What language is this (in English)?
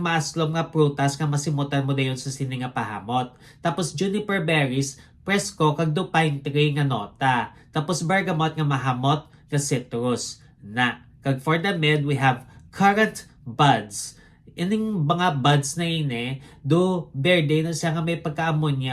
Hiligaynon